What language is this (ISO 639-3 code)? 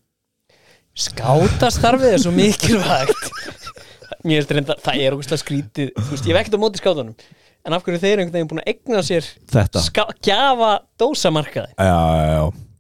isl